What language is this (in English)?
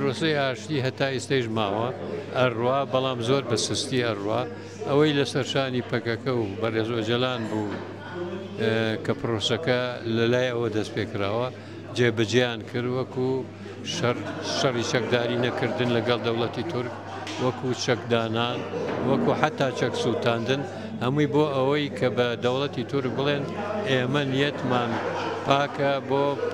Central Kurdish